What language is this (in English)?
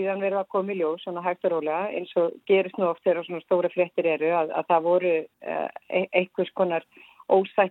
Icelandic